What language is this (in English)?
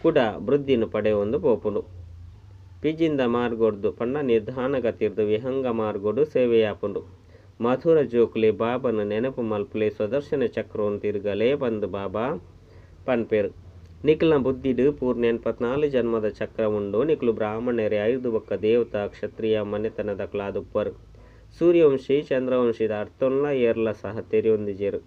Tulu